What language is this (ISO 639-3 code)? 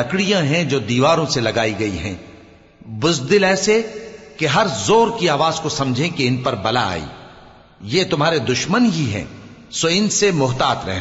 urd